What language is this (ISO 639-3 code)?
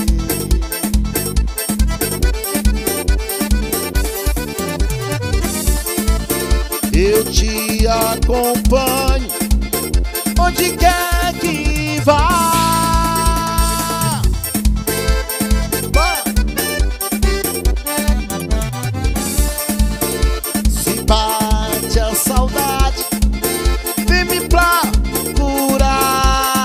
por